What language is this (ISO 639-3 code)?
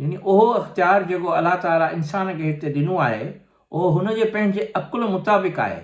snd